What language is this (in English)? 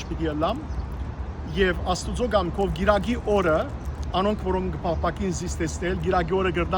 Western Armenian